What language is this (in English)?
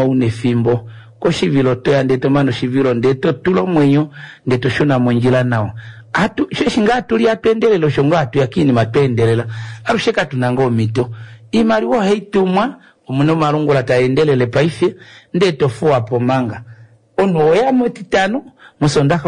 Kuanyama